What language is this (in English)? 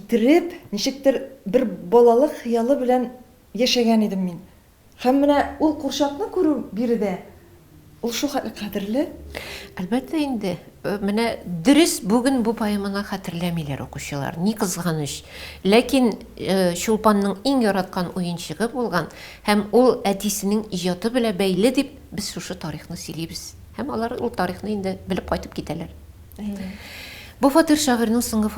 Tatar